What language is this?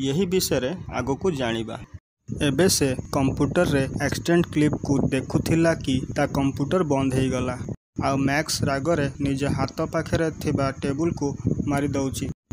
Odia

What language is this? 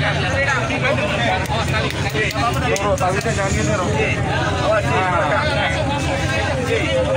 Indonesian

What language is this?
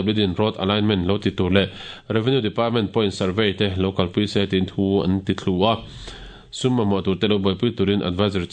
Mizo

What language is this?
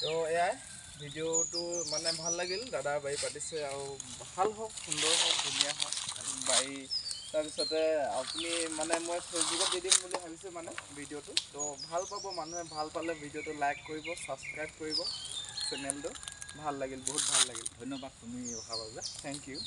Assamese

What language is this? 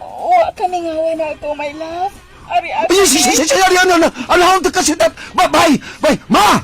Cebuano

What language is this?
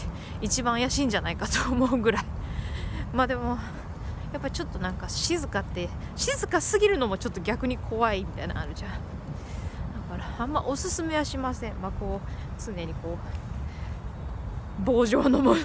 Japanese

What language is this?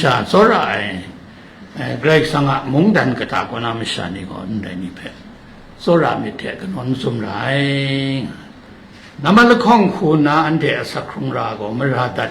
Kachin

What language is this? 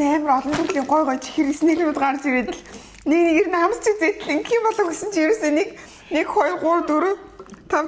Mongolian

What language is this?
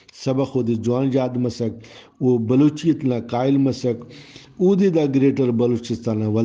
Brahui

